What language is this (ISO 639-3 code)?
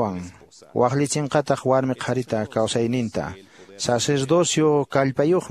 que